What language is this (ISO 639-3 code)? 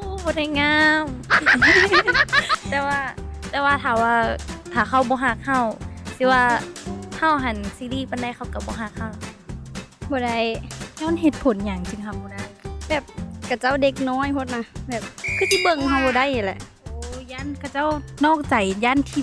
lao